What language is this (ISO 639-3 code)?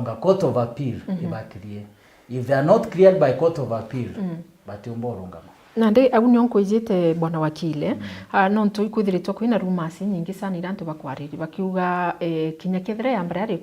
mer